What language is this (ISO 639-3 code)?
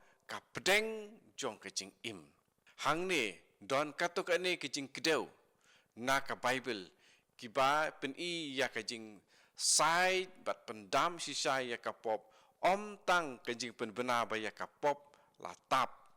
kha